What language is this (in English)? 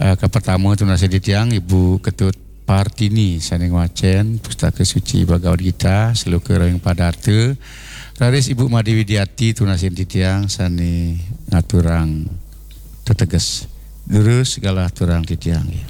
Balinese